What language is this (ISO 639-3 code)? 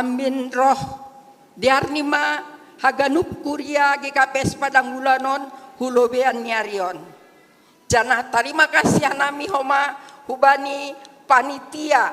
bts